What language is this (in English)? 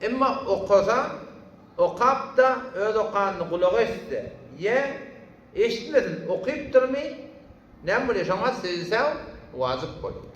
Turkmen